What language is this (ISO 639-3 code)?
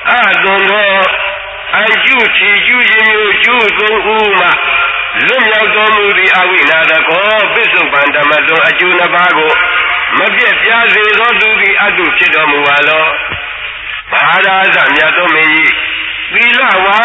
mya